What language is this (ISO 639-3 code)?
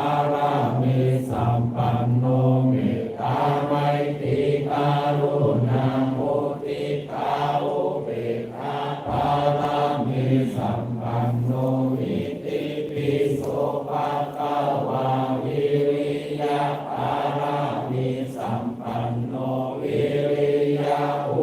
pli